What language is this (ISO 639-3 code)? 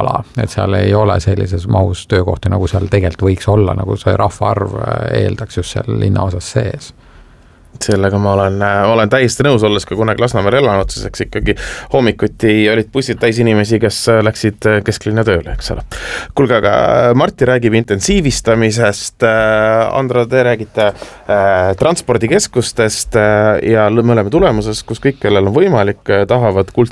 est